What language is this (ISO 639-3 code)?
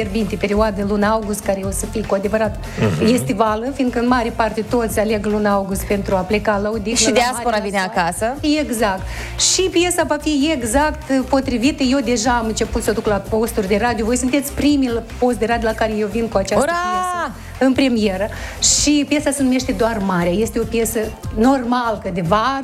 ron